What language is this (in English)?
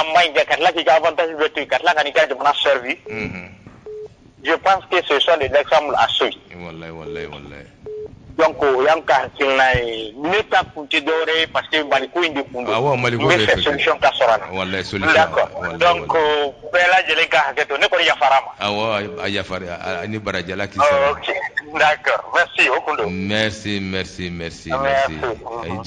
Bambara